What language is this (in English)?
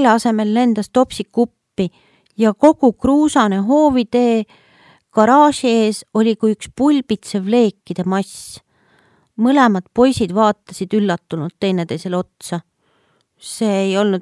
Estonian